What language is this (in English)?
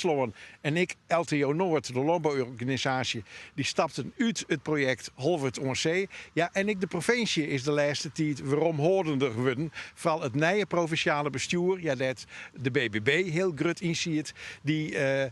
Western Frisian